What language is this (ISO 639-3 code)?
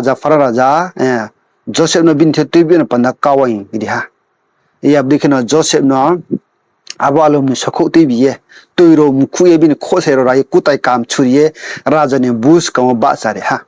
ria